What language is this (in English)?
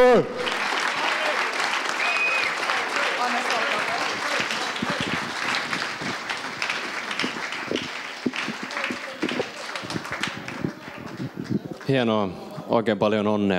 Finnish